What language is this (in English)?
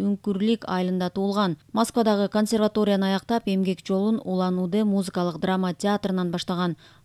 Kyrgyz